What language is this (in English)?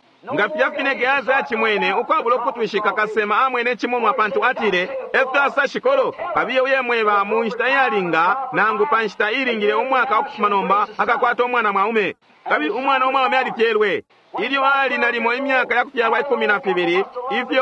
Bemba